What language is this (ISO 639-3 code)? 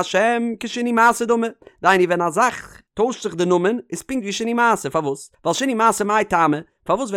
yid